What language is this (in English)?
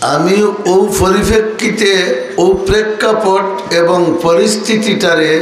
Sylheti